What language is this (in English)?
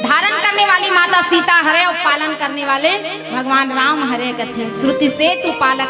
Chhattisgarhi